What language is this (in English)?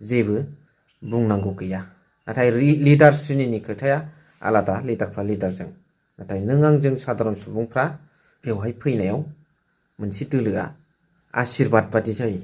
Bodo